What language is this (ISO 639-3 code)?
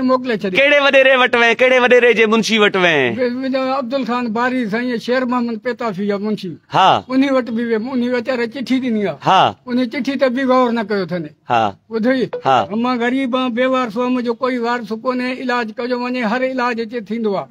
snd